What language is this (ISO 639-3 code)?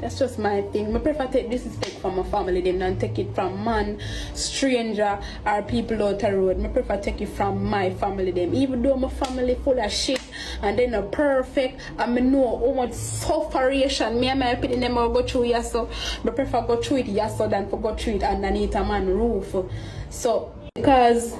jam